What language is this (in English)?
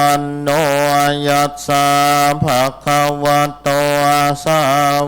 Pali